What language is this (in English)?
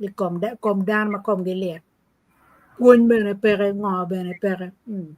Acoli